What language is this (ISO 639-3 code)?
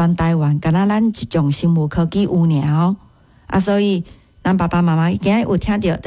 nan